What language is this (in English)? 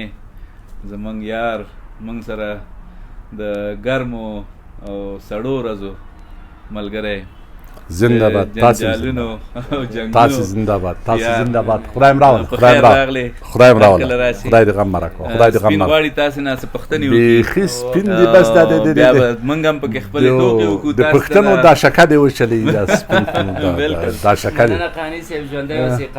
Pashto